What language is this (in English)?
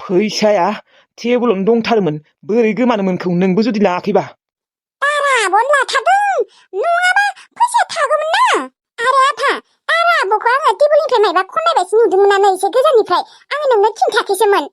Bodo